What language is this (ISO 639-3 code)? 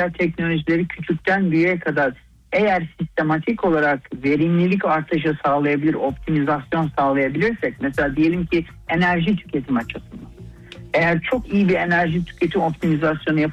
tur